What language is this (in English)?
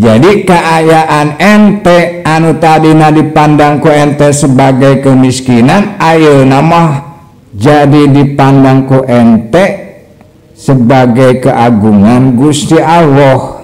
Sundanese